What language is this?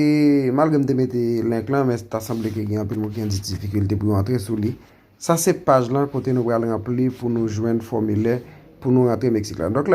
Haitian Creole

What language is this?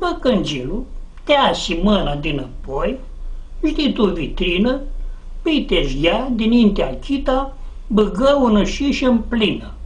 Aromanian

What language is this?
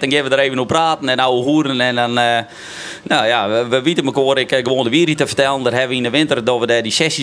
Western Frisian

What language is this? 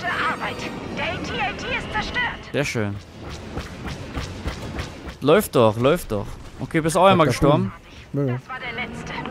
German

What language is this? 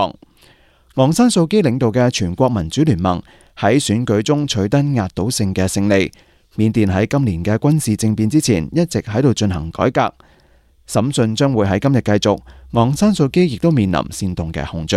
Cantonese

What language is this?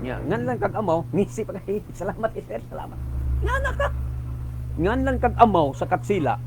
Cebuano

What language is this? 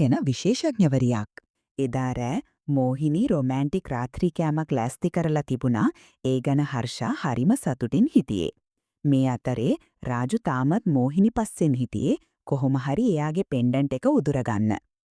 Sinhala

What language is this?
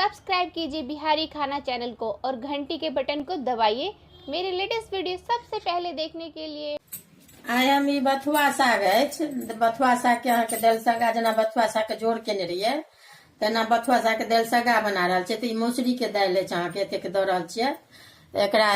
Maithili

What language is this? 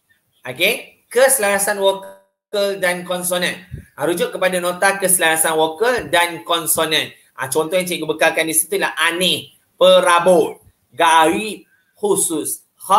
Malay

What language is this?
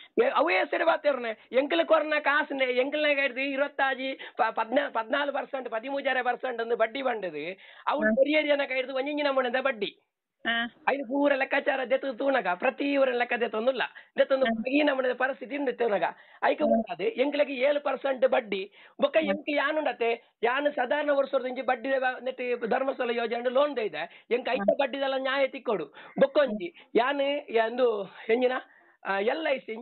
Kannada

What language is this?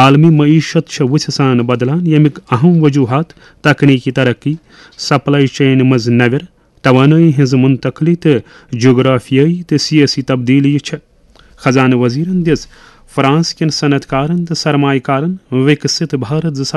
Kashmiri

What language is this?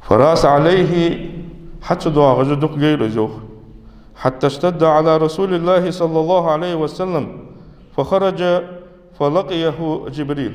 Ingush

